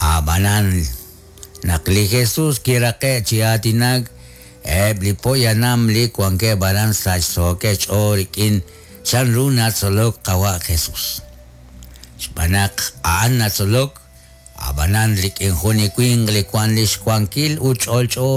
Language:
Kekchí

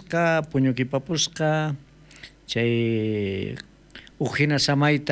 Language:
South Bolivian Quechua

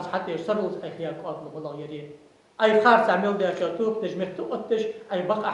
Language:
Ingush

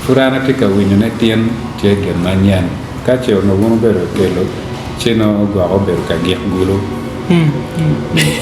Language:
Acoli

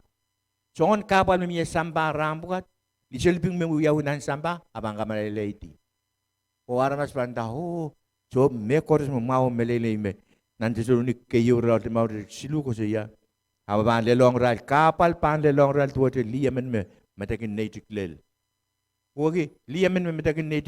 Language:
Pohnpeian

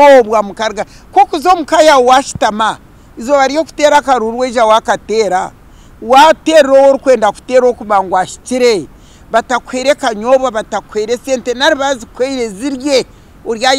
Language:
Nyankole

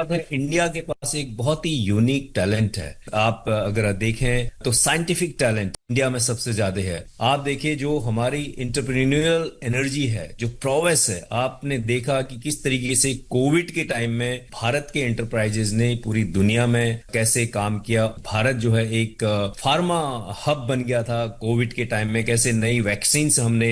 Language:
Hindi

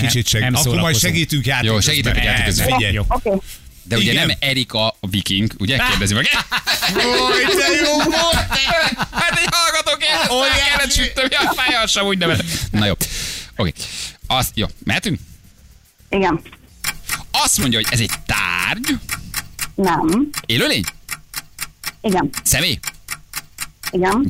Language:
Hungarian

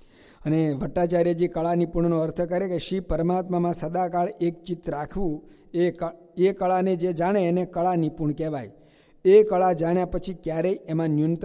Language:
Gujarati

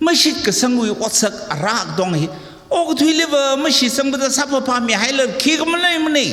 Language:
Tangkhul Naga (India)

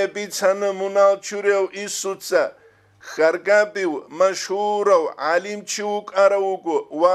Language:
Avaric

